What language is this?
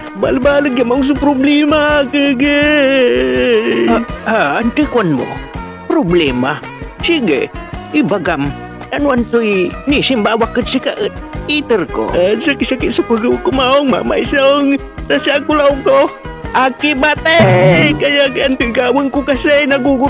Pangasinan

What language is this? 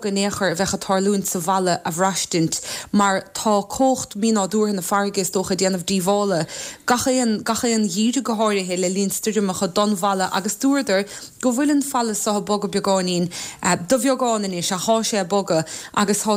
Irish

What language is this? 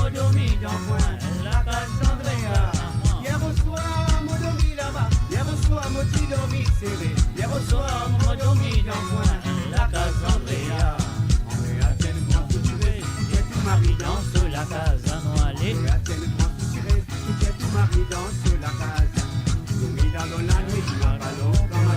Morisyen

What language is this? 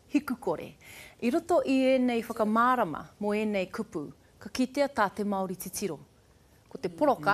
Māori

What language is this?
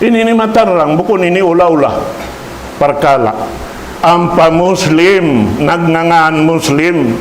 Tausug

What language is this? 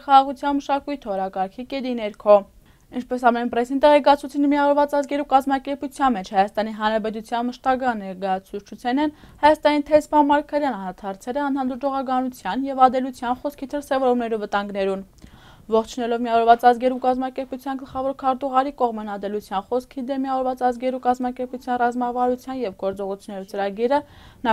Armenian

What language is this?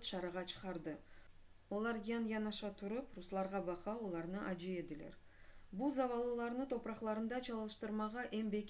Crimean Tatar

